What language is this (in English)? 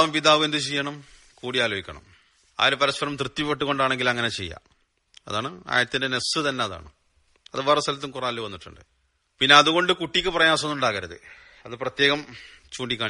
Malayalam